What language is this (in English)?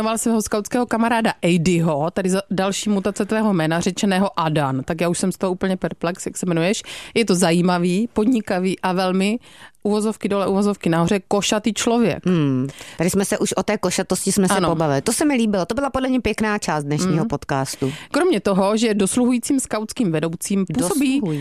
Czech